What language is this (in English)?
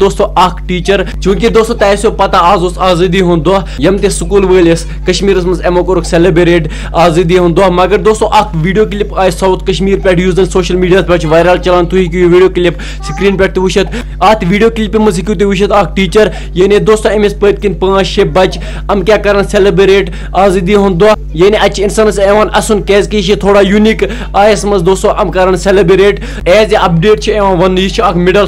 Kashmiri